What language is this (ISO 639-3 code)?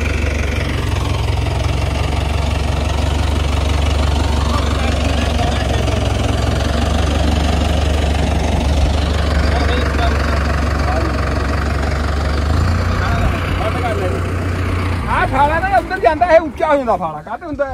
pan